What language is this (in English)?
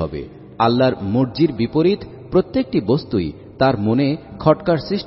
Bangla